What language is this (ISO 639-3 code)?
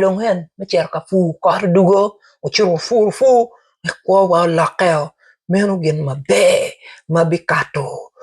ach